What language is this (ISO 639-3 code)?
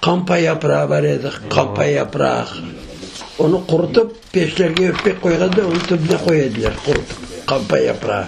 crh